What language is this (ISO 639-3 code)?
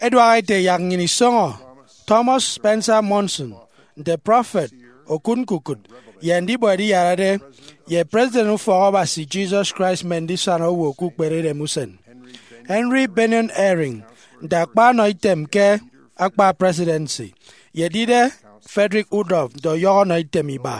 efi